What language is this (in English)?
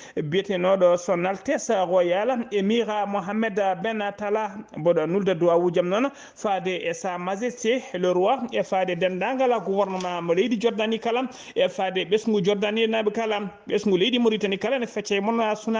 Fula